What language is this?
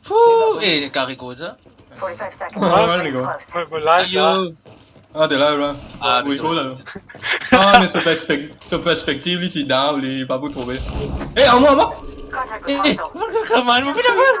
Morisyen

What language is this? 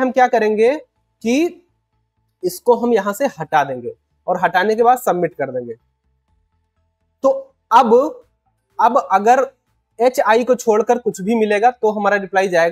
Hindi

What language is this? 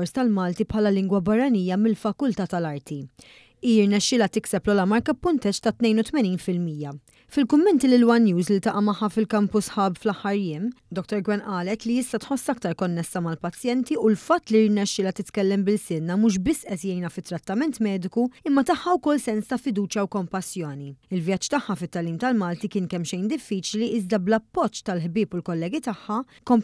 Maltese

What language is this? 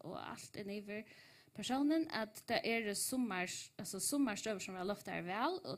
Faroese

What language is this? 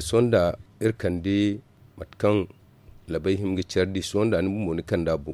Zarma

